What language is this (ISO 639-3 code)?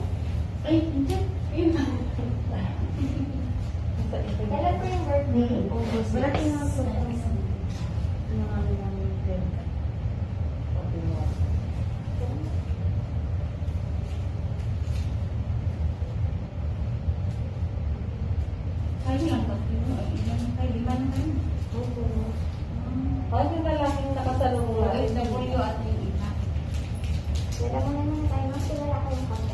fil